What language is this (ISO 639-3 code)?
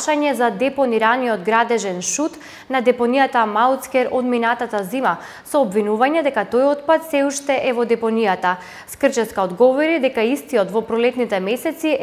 mkd